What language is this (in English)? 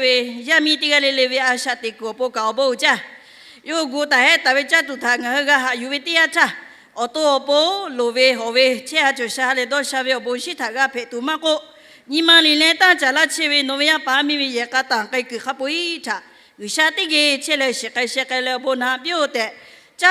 Lahu